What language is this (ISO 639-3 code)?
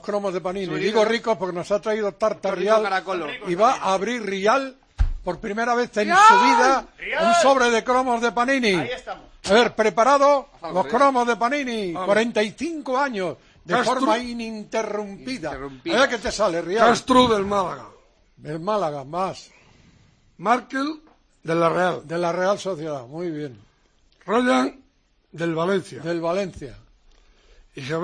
spa